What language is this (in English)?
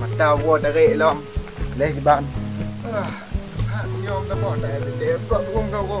Achinese